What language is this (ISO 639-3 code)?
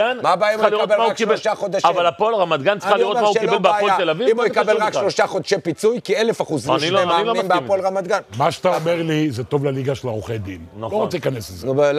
heb